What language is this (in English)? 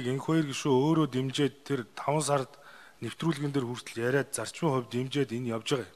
Mongolian